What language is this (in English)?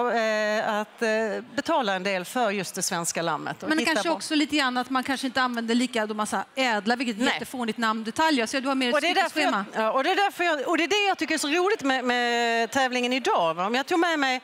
Swedish